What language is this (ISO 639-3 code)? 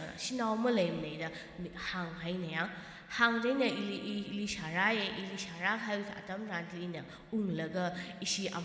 nmf